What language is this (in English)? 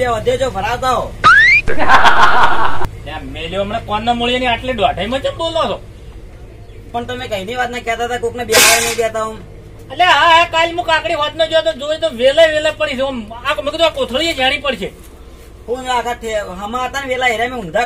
Gujarati